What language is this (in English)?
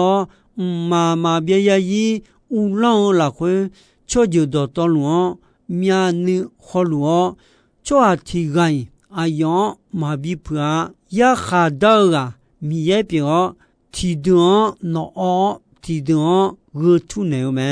Akha